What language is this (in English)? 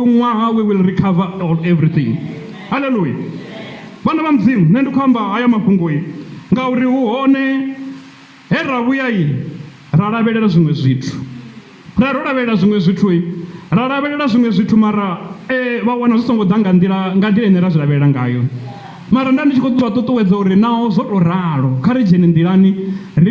Venda